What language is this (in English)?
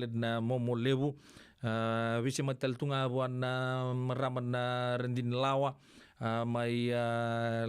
Fijian